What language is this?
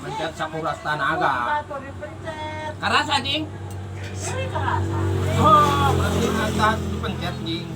Sundanese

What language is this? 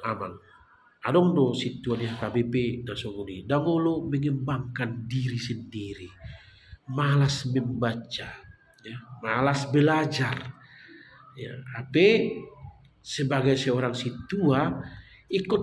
Batak Toba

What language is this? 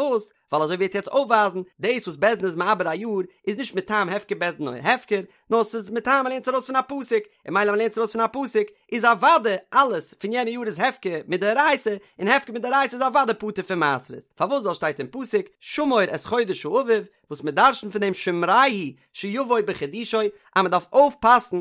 Yiddish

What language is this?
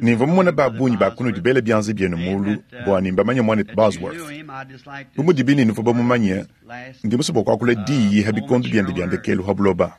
Luba-Lulua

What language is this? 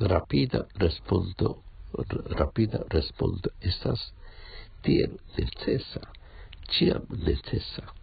Esperanto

